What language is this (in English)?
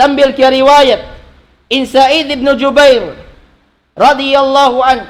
Tausug